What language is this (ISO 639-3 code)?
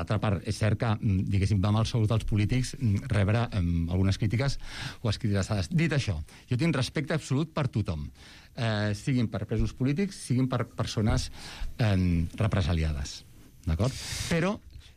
cat